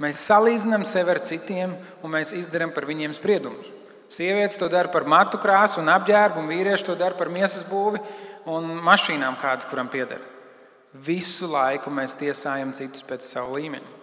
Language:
Latvian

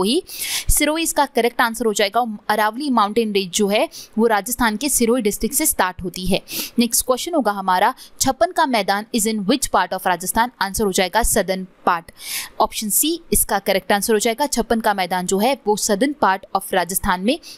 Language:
Hindi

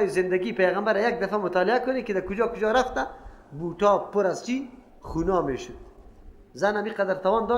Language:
Persian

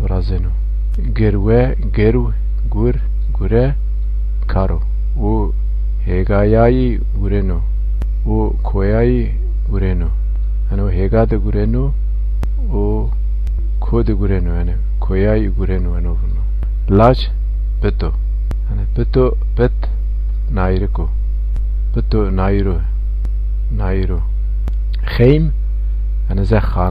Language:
Zaza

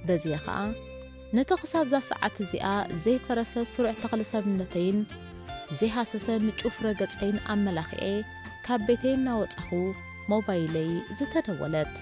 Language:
Tigrinya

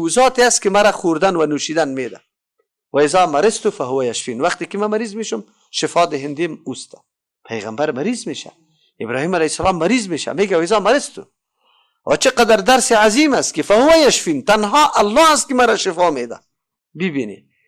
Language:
Persian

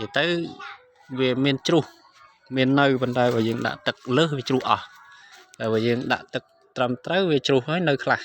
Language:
Khmer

